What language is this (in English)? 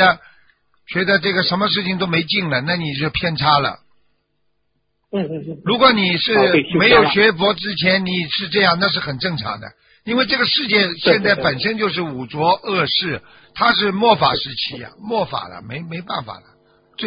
Chinese